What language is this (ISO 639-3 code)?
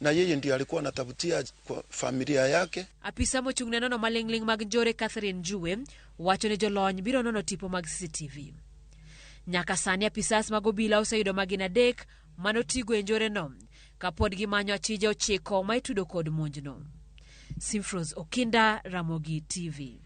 luo